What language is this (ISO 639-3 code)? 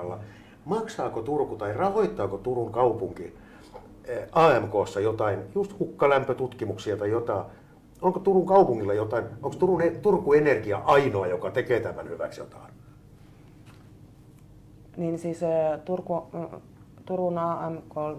fin